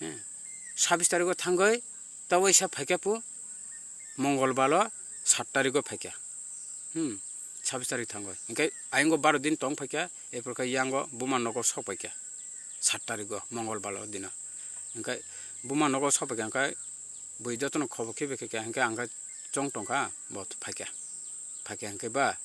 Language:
Kok Borok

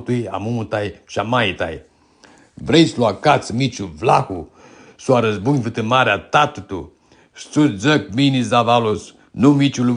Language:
Aromanian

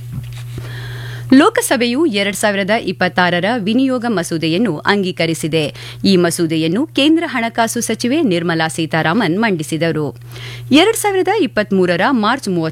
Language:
Kannada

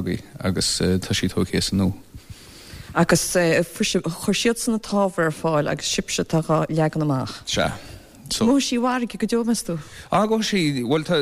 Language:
Irish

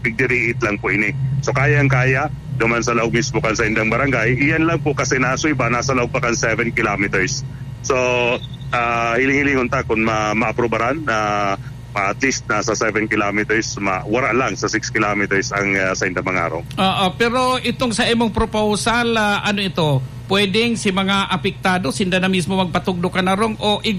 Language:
Bikol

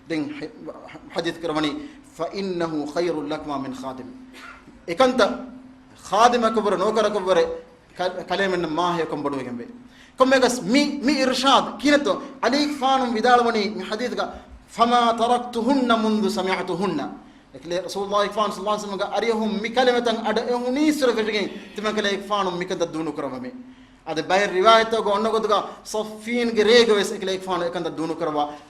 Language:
Divehi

